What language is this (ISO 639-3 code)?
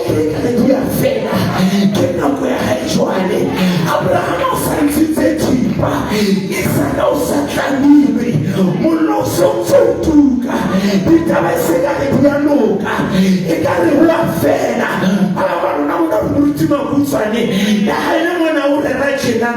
sot